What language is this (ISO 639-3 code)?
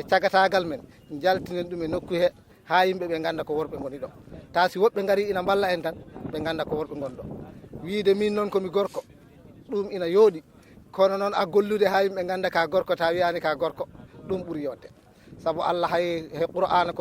ful